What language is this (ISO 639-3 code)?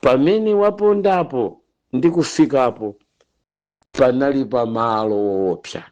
nya